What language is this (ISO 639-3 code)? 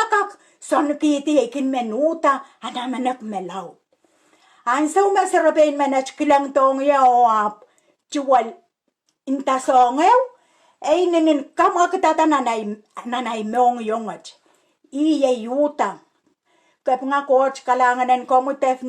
pon